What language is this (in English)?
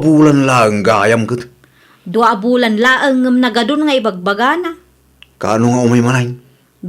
Iloko